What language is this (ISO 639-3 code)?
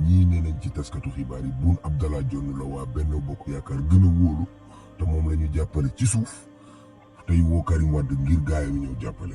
wol